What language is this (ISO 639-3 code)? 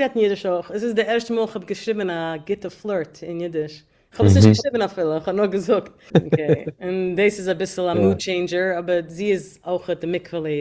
yid